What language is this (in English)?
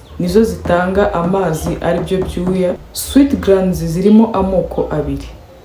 Kinyarwanda